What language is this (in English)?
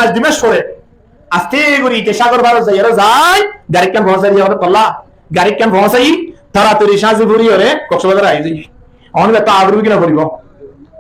Rohingya